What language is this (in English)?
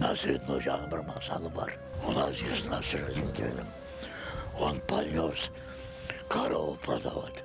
Crimean Tatar